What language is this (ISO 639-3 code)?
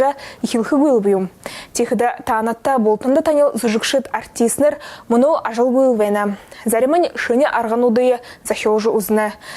bua